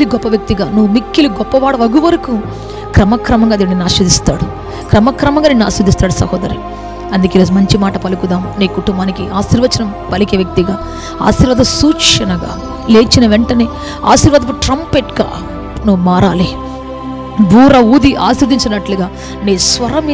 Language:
Telugu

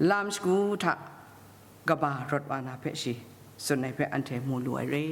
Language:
Kachin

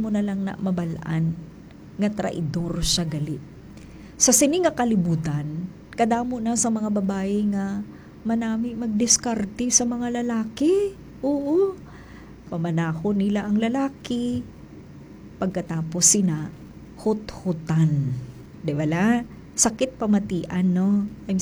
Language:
Hiligaynon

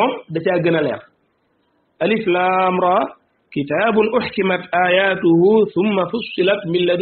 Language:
Wolof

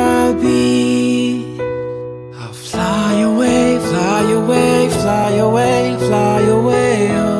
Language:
Kara-Kalpak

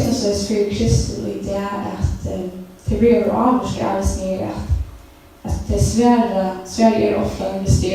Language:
Faroese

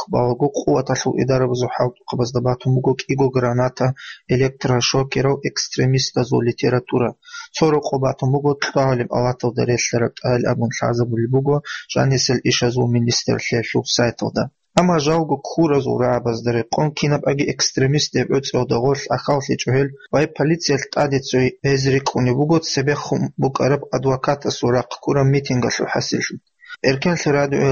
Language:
Avaric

